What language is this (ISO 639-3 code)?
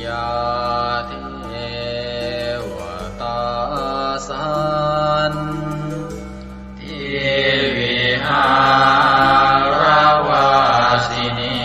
pli